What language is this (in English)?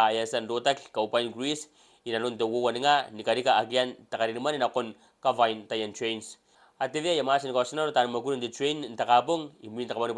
Gilbertese